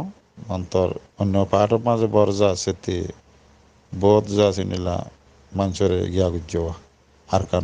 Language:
Rohingya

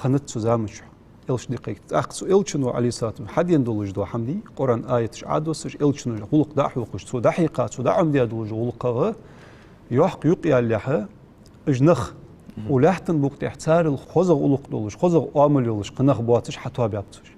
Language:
Ingush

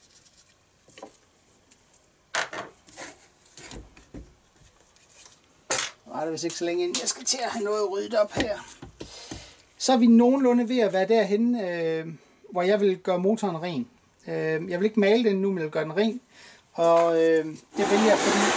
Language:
Danish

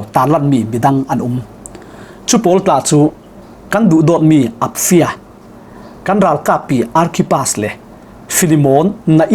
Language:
Falam Chin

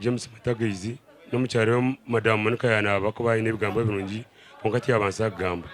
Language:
Nyankole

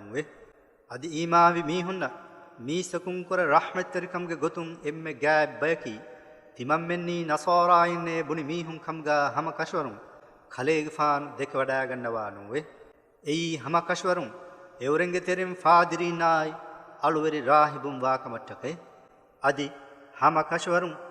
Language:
Divehi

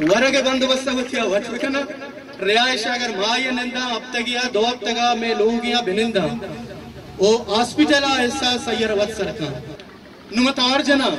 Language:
Eastern Balochi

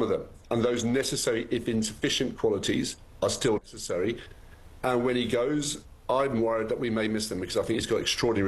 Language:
English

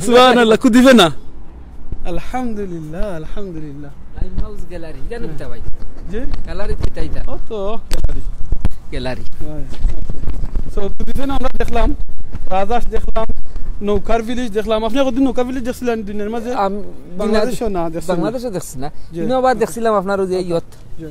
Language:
Sylheti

